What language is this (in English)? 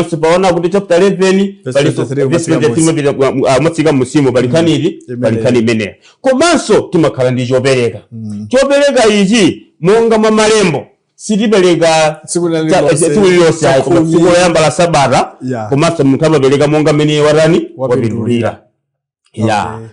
Nyanja